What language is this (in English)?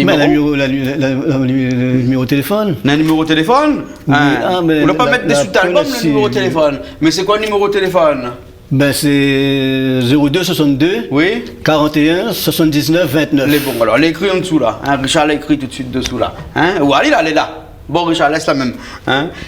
Réunion Creole French